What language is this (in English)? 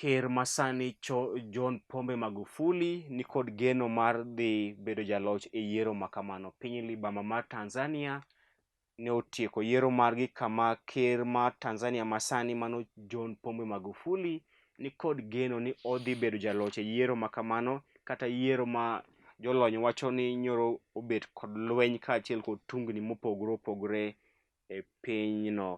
Luo (Kenya and Tanzania)